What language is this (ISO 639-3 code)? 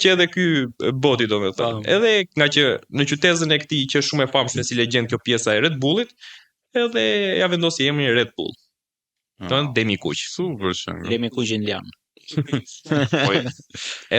sqi